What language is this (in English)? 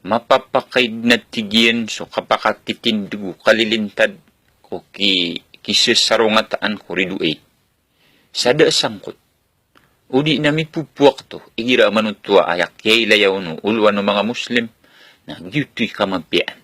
Maranao